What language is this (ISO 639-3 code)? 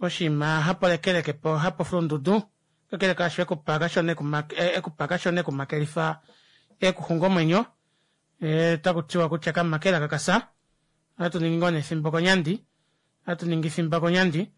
kua